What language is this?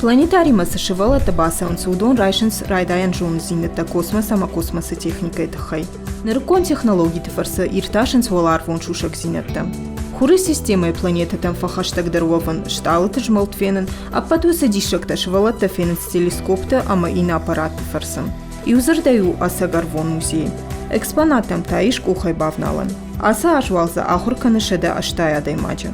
Ossetic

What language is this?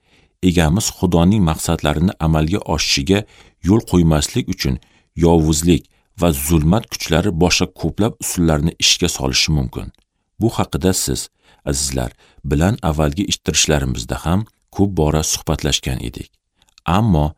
Uzbek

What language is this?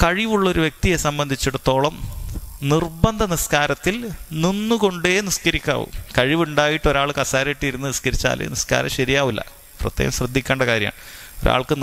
Malayalam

